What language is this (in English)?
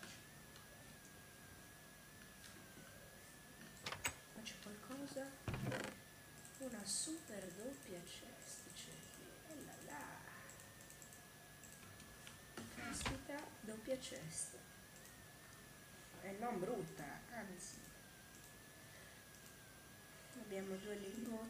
Italian